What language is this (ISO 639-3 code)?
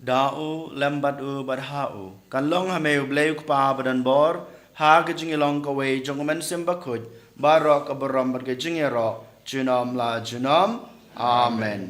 kha